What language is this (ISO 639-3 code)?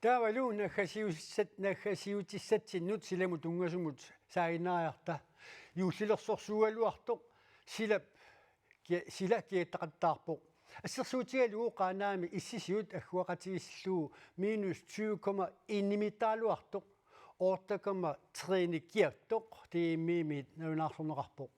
kal